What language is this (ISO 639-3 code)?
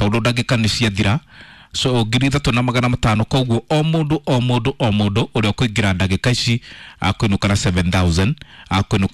kik